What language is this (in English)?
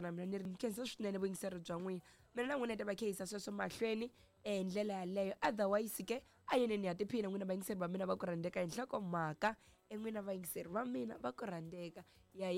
Tsonga